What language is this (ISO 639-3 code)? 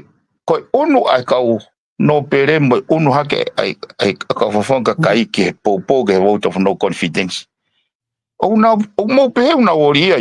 ton